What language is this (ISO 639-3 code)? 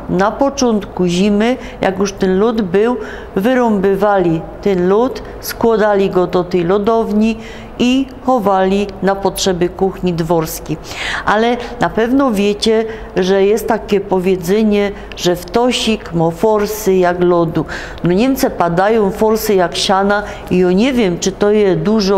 szl